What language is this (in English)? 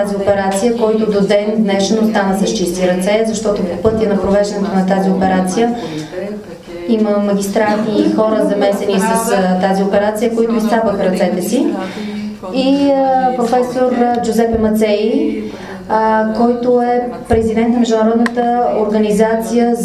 Bulgarian